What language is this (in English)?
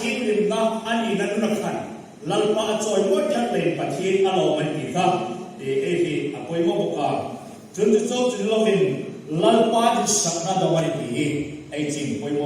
Hmar